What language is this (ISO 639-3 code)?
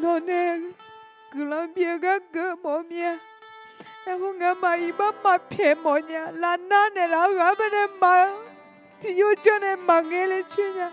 ahk